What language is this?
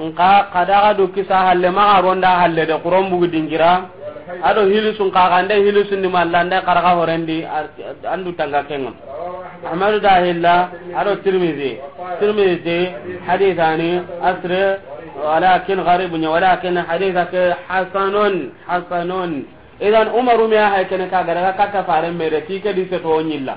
Soninke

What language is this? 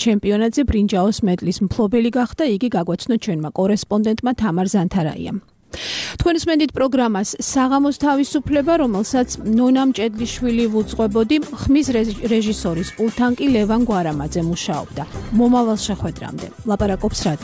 Georgian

